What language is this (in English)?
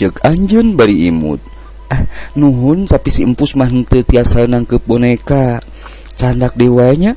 Sundanese